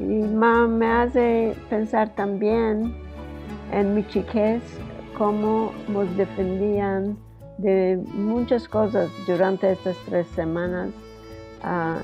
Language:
Ladino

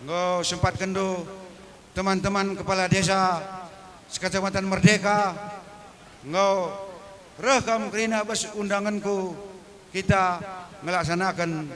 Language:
Batak Karo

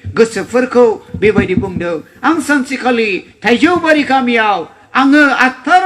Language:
Bodo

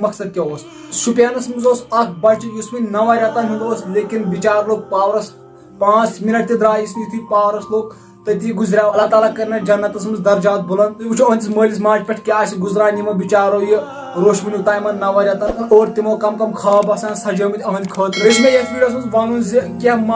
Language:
Kashmiri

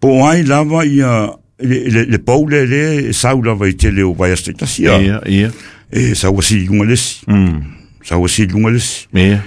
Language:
Samoan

